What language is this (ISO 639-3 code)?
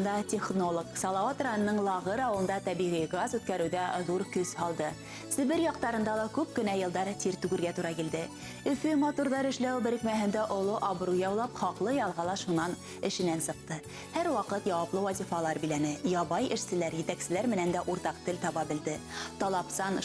bak